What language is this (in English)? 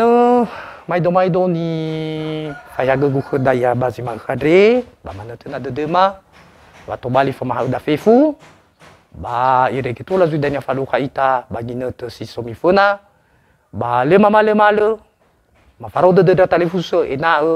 Nias